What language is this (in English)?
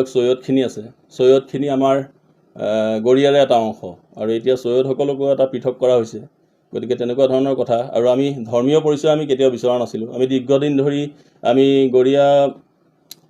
Assamese